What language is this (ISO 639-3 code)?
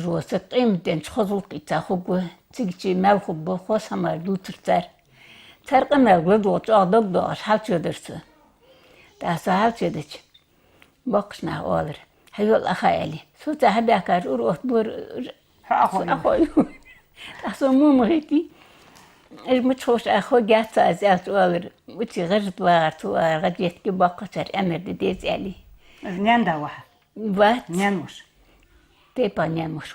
inh